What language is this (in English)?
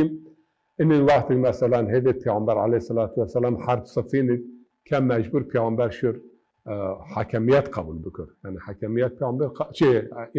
Zaza